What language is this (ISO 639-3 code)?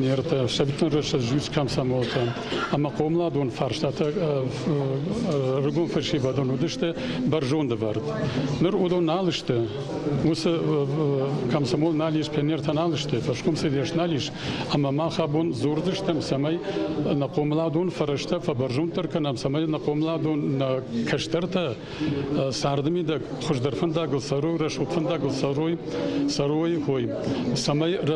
oss